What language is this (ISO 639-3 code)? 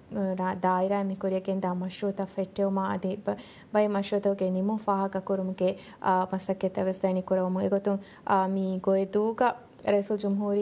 div